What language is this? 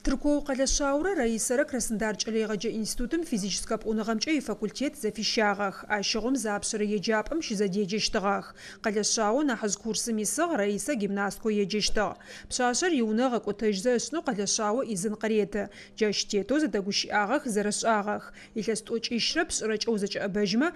Adyghe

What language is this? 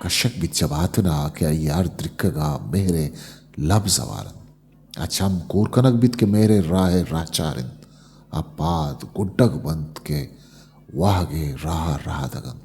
Eastern Balochi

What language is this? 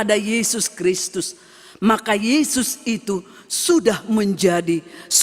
Batak Simalungun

